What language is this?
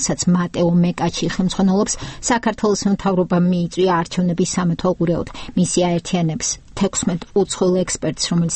Georgian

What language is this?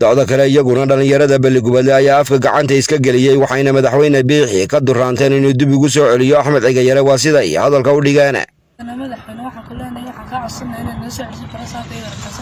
Somali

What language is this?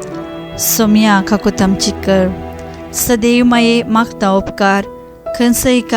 Konkani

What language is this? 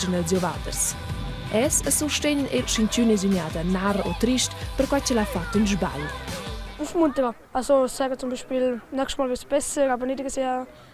Romansh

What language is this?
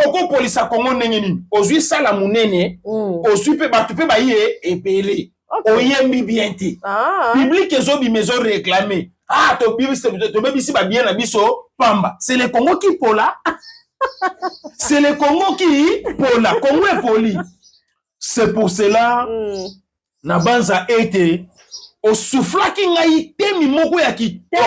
Lingala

